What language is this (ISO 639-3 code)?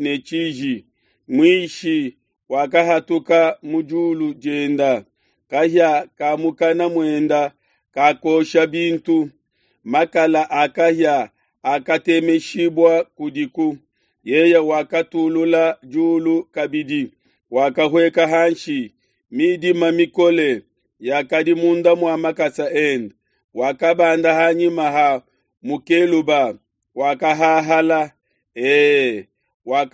lua